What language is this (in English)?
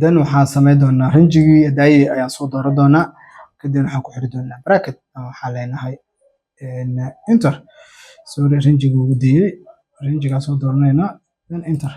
Somali